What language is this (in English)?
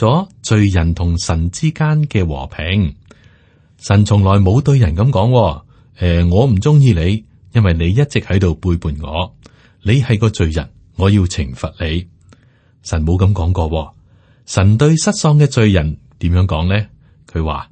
Cantonese